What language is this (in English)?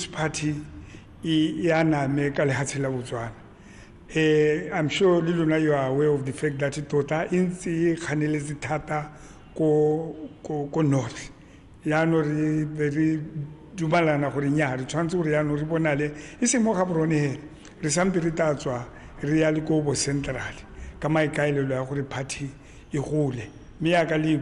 Tswana